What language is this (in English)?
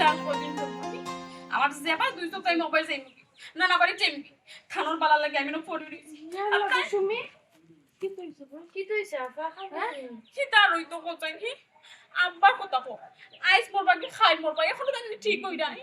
Sylheti